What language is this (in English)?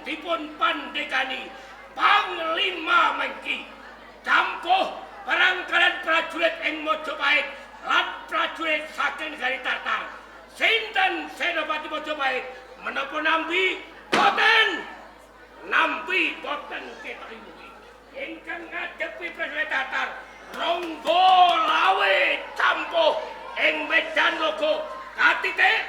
Javanese